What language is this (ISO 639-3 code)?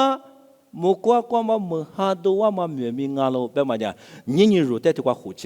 lis